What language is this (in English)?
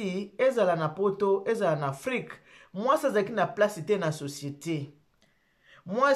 Lingala